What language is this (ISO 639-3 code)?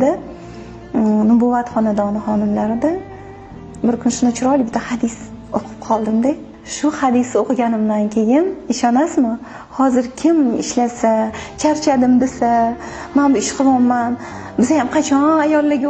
uzb